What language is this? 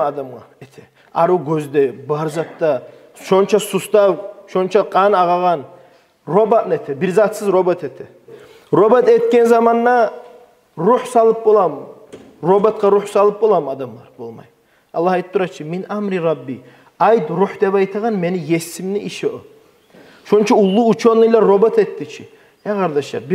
Kumyk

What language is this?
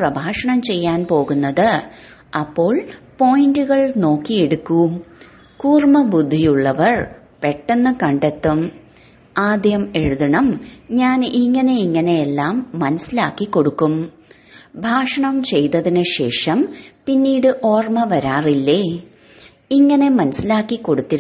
Malayalam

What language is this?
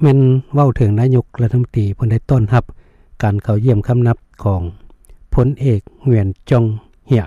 Lao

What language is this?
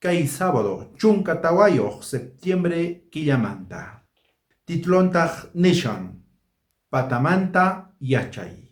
South Bolivian Quechua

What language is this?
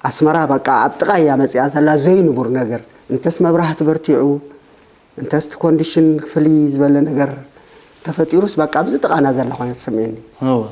Tigrinya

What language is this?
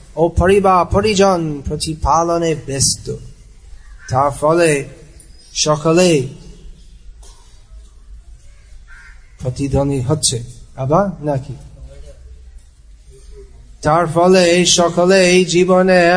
Bangla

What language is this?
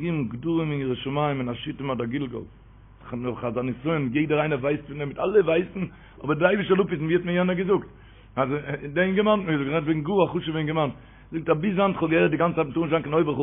Yiddish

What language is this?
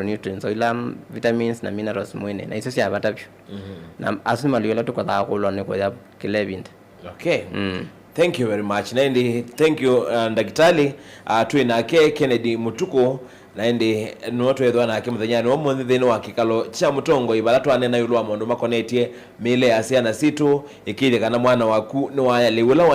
Kamba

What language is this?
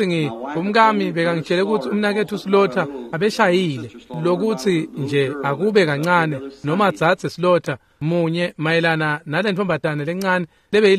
Swati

